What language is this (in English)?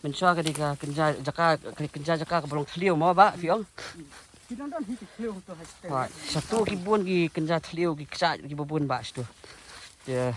Khasi